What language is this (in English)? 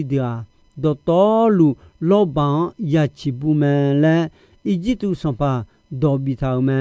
Akha